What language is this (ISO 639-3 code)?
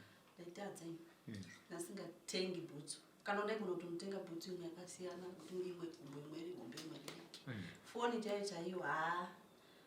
sna